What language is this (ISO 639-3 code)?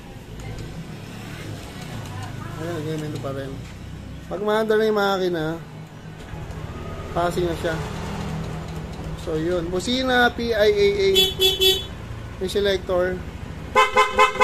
fil